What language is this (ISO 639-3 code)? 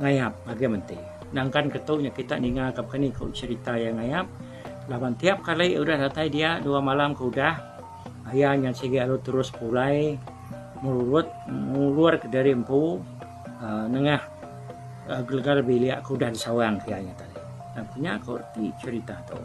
iba